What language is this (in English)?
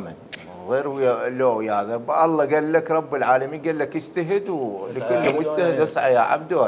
Mesopotamian Arabic